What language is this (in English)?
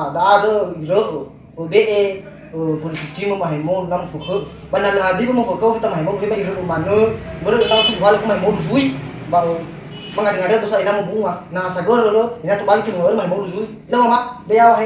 Nias